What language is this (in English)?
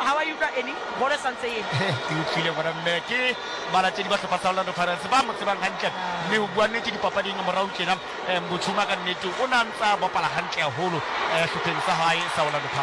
Southern Sotho